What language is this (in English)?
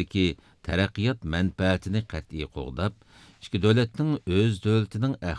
Uyghur